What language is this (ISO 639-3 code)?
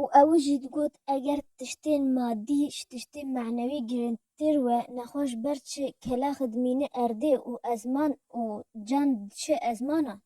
kur